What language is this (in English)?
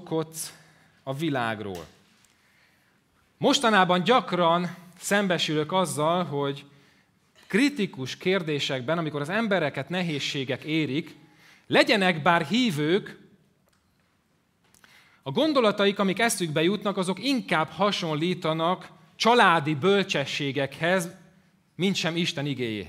Hungarian